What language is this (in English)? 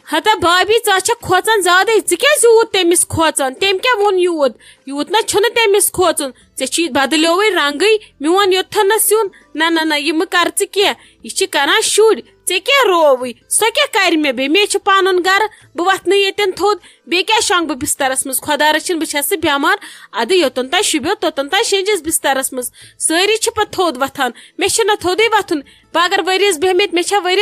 Kashmiri